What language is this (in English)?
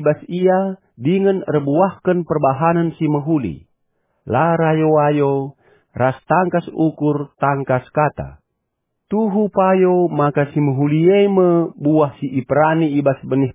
Batak Karo